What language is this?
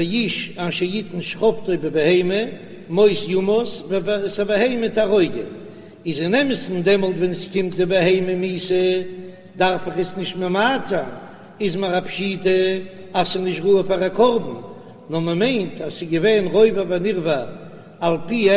Yiddish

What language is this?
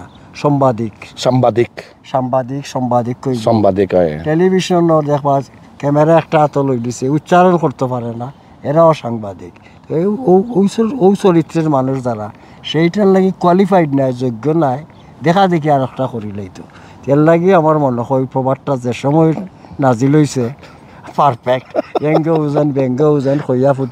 Sylheti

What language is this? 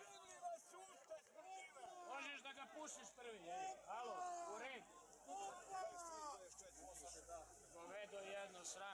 Serbian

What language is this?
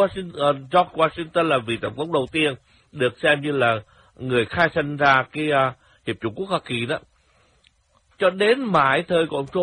Vietnamese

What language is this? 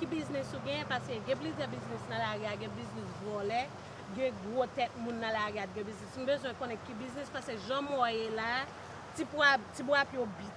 Haitian Creole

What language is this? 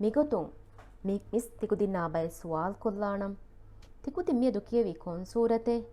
Divehi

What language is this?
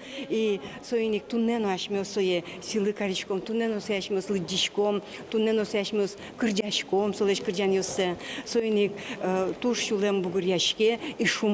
Udmurt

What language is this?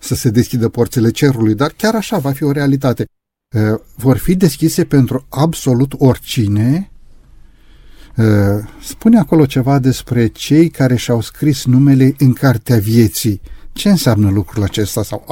Romanian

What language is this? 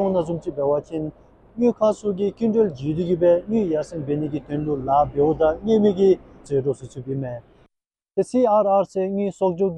Dzongkha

